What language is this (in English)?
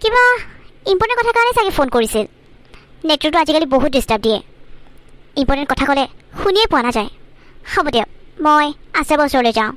Assamese